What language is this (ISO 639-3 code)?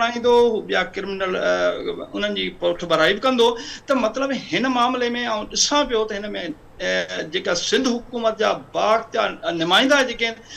snd